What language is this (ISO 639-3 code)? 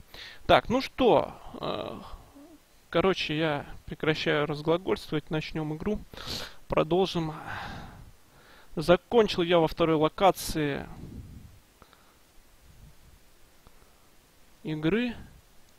rus